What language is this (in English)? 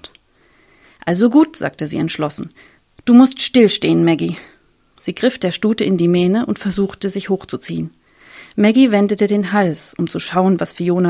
German